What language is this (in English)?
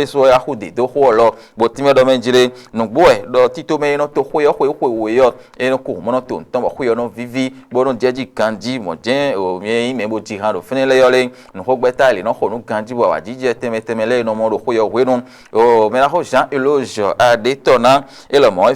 Fon